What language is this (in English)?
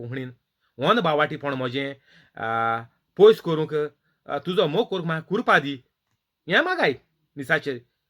Konkani